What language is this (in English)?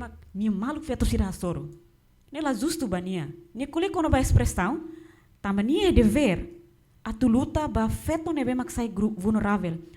Tetum